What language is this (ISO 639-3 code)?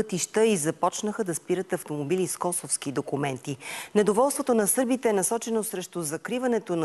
bul